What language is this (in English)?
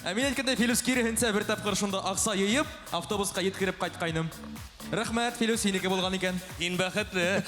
Bashkir